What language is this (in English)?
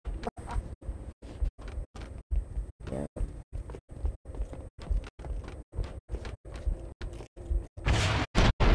English